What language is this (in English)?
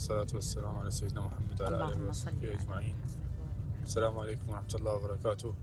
Mesopotamian Arabic